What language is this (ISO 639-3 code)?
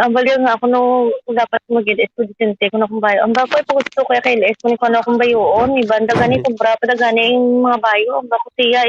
hil